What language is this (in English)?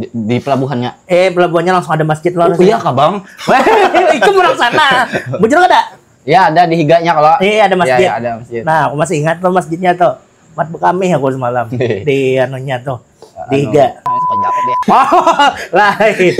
Banjar